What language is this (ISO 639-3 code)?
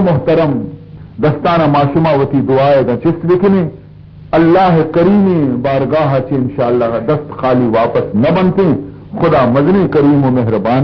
bal